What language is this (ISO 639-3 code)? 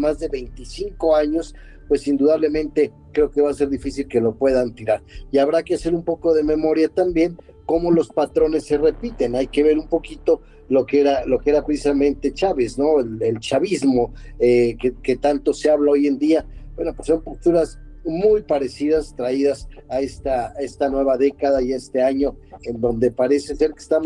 spa